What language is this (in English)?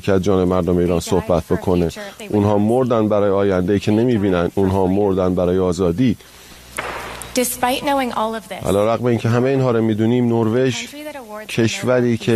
Persian